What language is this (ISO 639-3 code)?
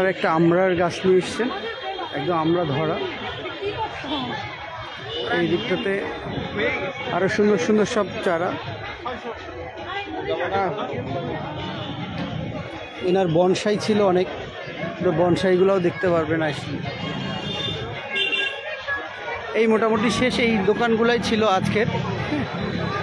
ben